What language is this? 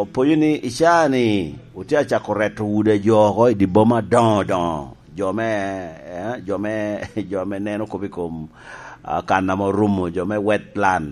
Lango (Uganda)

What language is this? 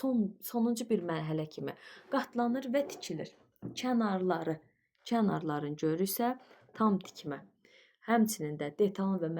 Azerbaijani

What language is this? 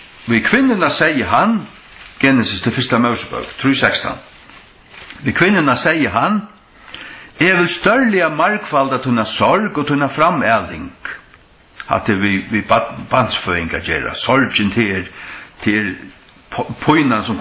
Faroese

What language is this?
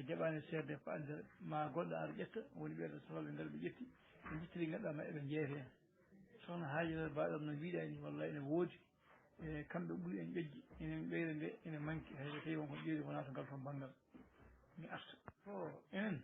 Fula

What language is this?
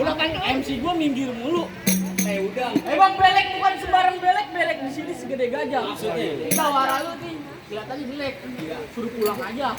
Betawi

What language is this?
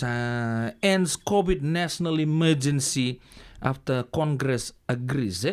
Fijian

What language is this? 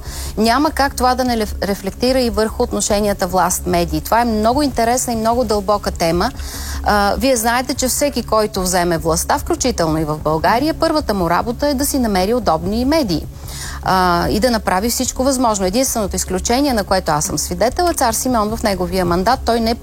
Bulgarian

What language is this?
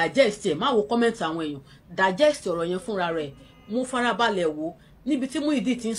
Yoruba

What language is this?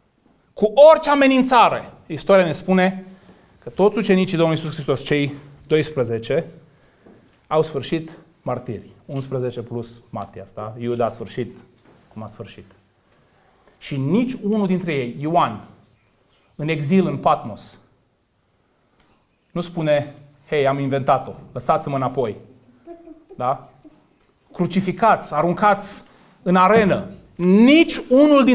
Romanian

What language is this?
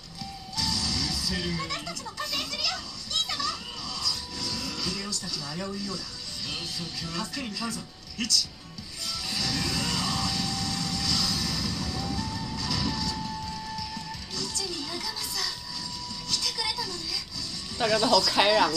Japanese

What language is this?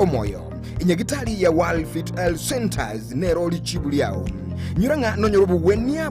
Gusii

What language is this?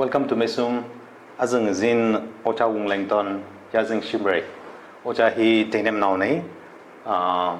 Tangkhul Naga (India)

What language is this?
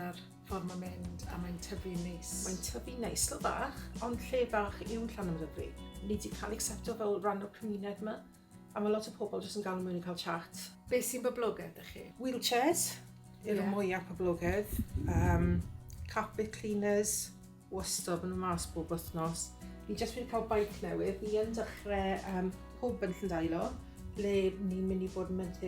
Welsh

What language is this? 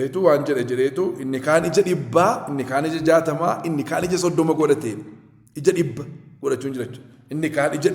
Oromo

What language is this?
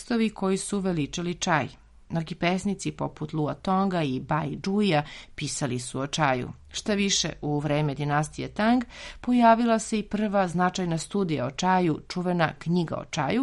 Serbian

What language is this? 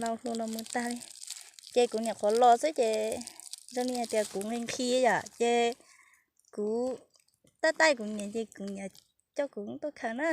Hmong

